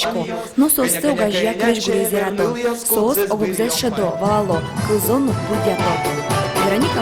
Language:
Udmurt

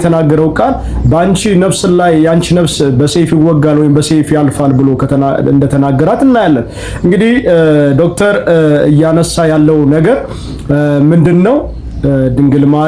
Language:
Amharic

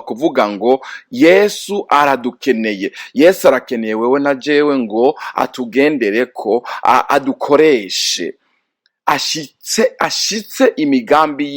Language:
Rundi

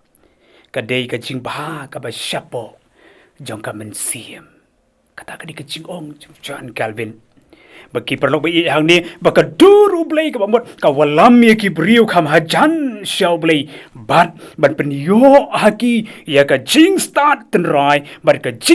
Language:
Khasi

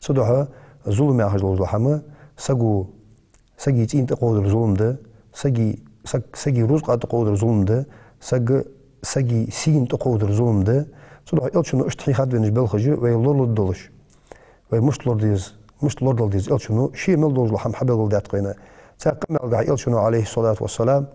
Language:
Ingush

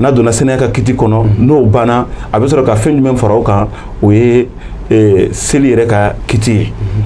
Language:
Bambara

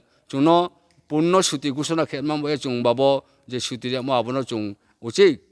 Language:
Riang (India)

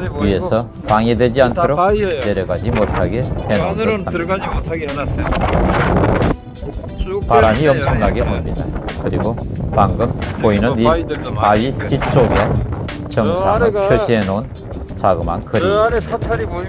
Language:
Korean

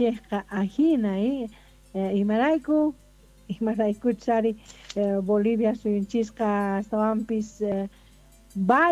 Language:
South Bolivian Quechua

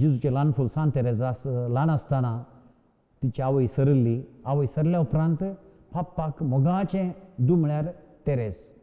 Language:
Konkani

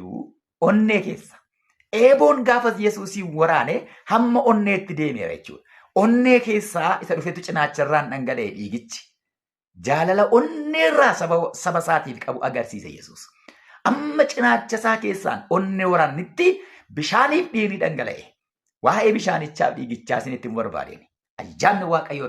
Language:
Oromo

